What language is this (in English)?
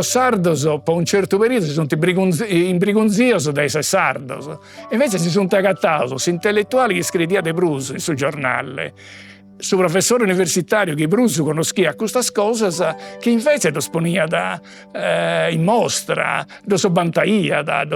Sardinian